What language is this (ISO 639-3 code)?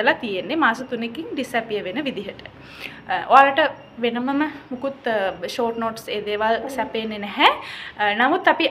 sin